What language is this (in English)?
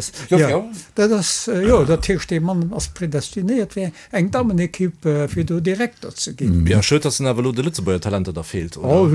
Luxembourgish